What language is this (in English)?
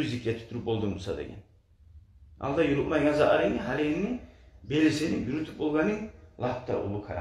Kumyk